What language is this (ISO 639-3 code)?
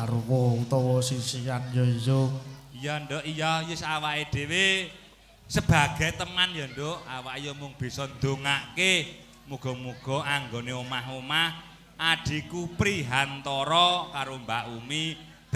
jav